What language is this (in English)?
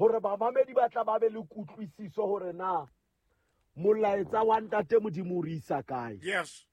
Southern Sotho